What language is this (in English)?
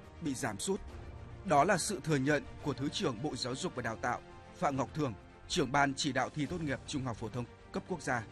Vietnamese